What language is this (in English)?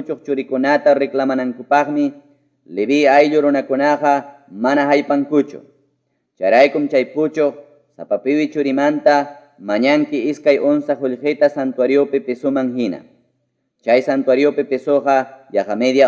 Ayacucho Quechua